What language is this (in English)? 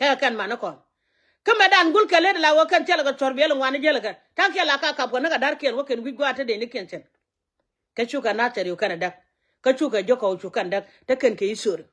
Nuer